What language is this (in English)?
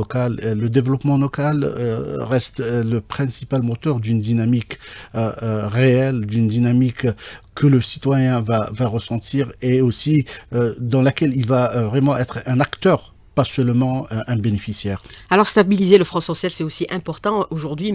French